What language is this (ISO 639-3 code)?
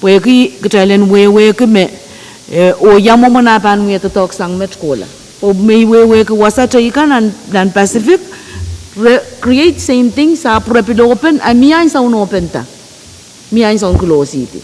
pon